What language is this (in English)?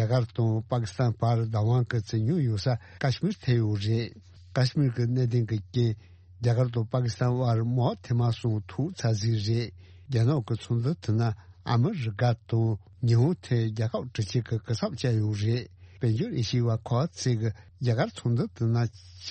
Tibetan